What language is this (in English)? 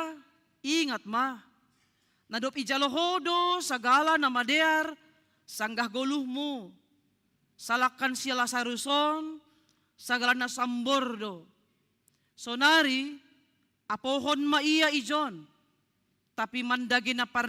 Batak Simalungun